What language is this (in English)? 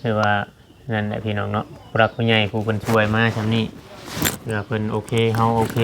Lao